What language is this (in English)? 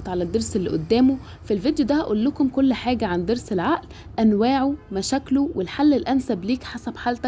Egyptian Arabic